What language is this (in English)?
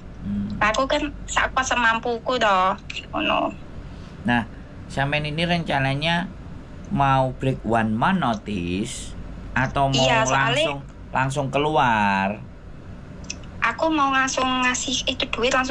Indonesian